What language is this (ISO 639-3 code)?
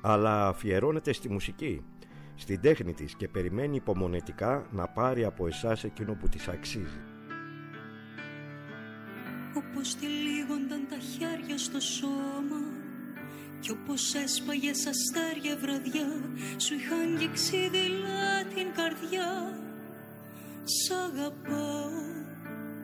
ell